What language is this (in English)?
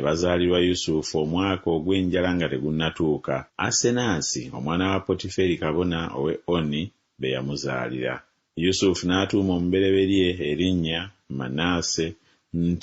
Ganda